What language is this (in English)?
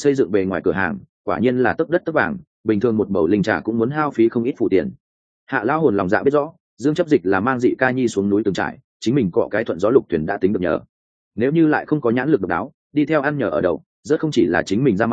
Vietnamese